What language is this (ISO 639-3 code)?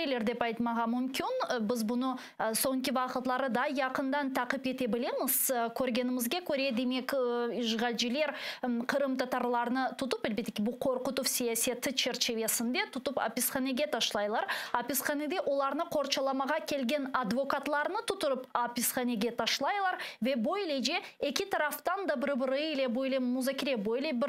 crh